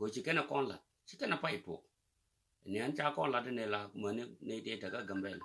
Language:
Nuer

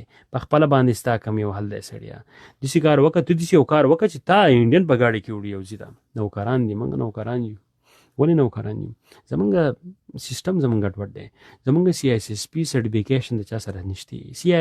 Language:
Pashto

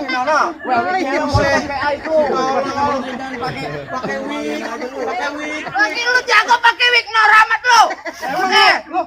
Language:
Betawi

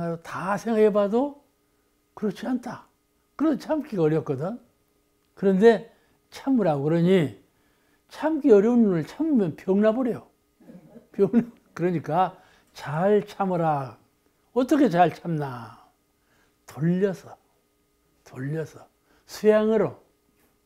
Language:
Korean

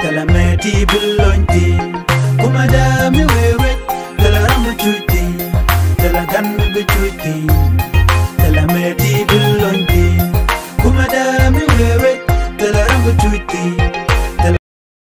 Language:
Nuer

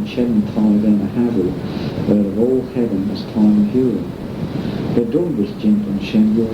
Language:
Manx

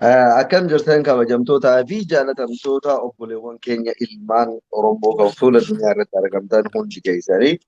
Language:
Oromo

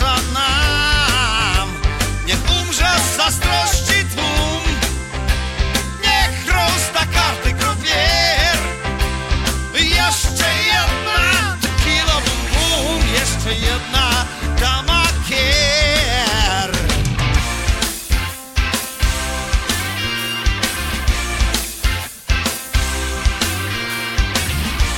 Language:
Polish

